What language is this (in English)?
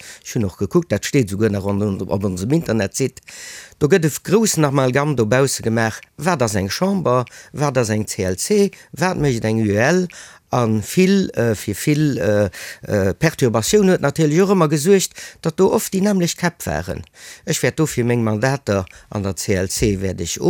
Luxembourgish